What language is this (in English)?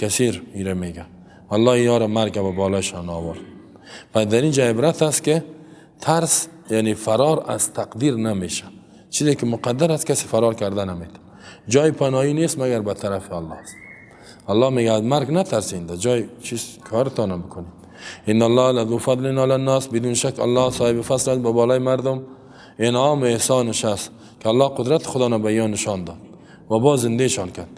Persian